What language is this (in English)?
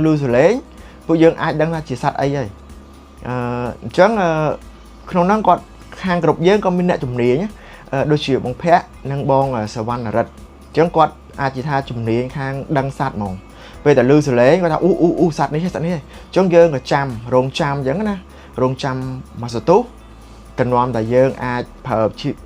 Khmer